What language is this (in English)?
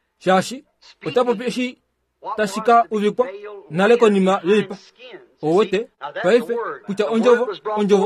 Kuanyama